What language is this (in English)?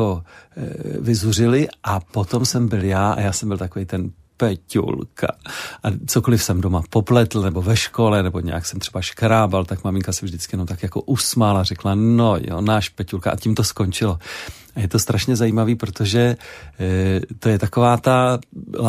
Czech